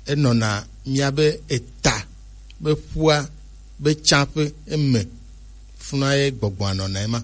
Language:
Gen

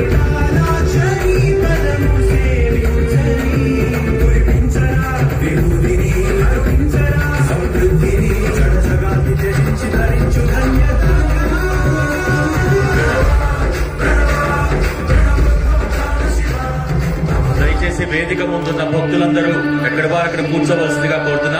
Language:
Telugu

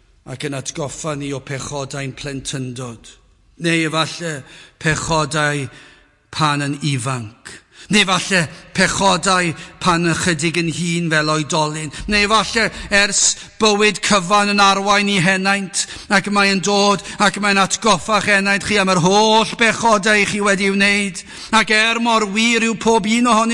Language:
Welsh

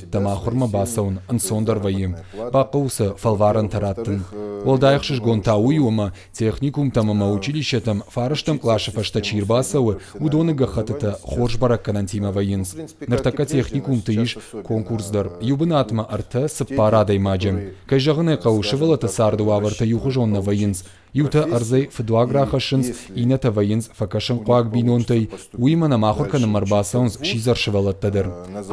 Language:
Ossetic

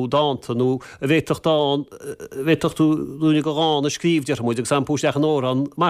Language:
Irish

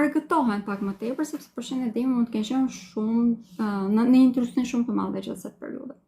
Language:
Albanian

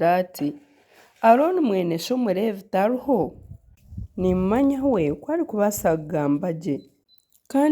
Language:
Nyankole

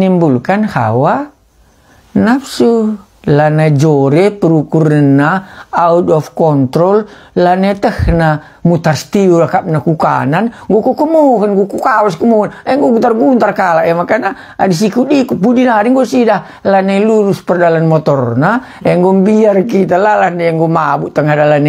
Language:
Batak Karo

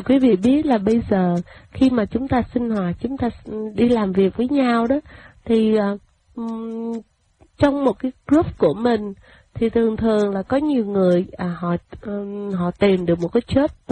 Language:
Vietnamese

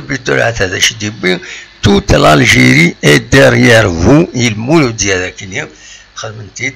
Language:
Kabyle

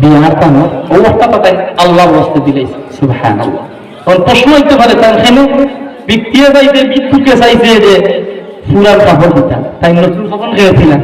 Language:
Sylheti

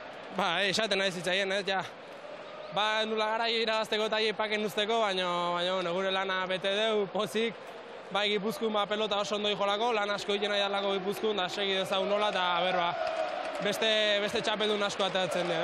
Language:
Basque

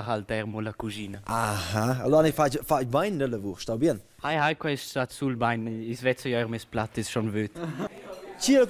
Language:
Romansh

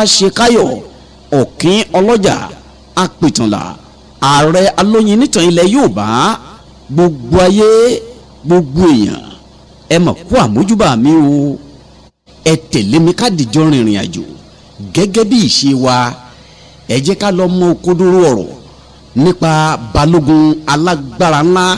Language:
Yoruba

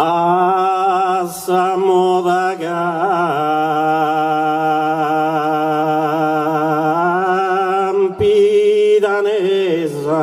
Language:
Sardinian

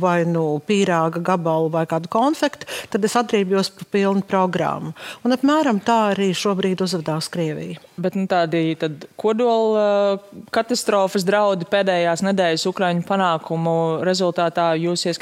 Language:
Latvian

